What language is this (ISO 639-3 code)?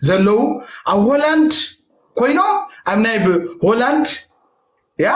tir